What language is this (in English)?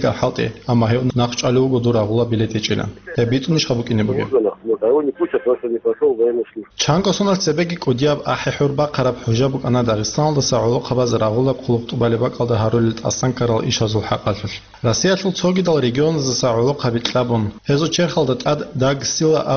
Avaric